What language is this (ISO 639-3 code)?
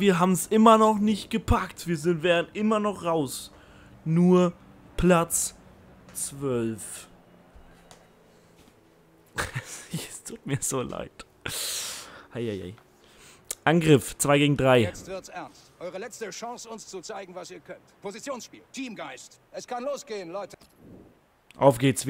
deu